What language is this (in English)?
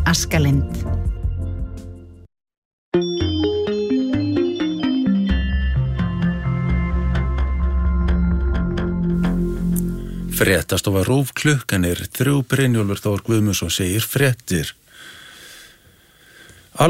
Icelandic